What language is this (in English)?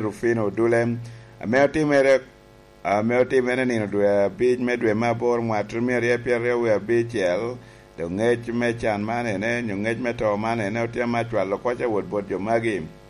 Lango (Uganda)